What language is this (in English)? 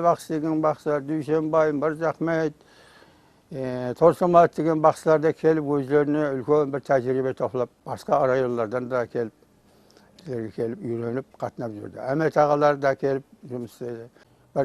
Kara-Kalpak